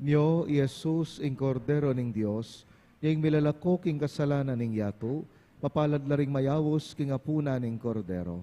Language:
Pampanga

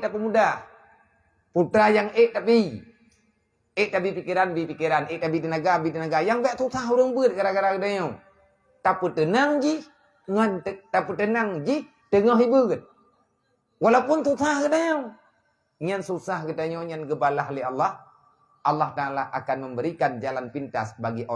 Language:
Achinese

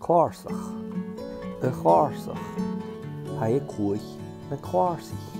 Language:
Scottish Gaelic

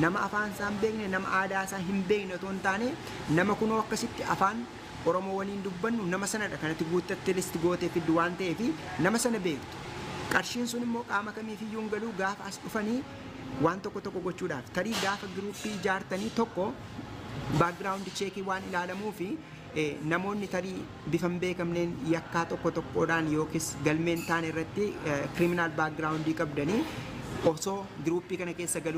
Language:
Oromo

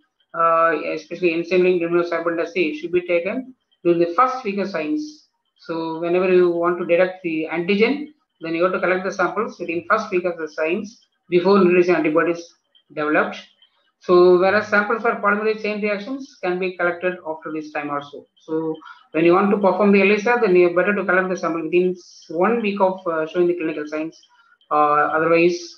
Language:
English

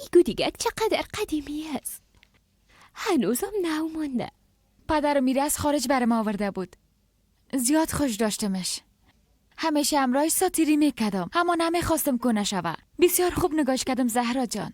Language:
Persian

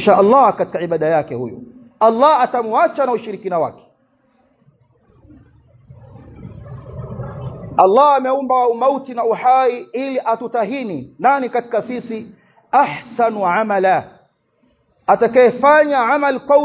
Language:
Swahili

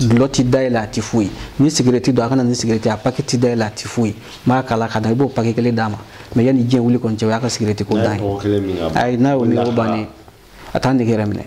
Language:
Bambara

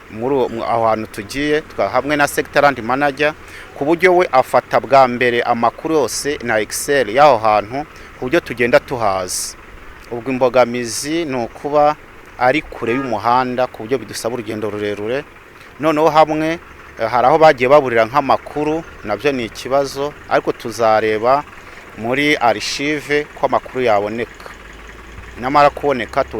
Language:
Kinyarwanda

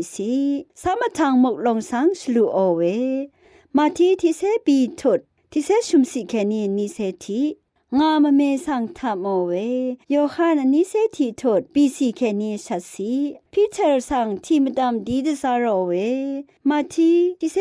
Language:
Rawang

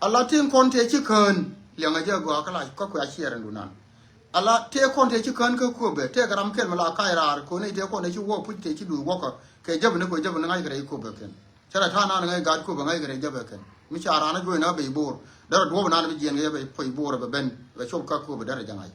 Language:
Nuer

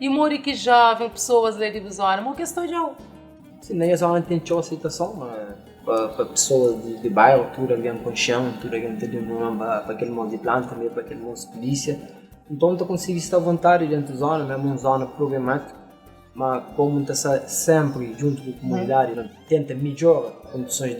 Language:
Kabuverdianu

